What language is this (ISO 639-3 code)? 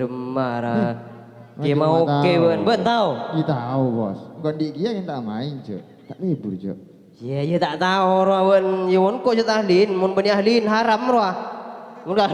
mad